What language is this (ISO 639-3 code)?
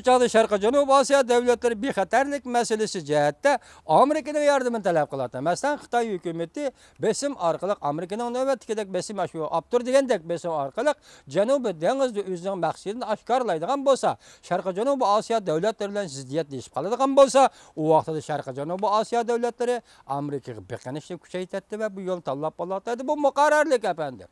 uig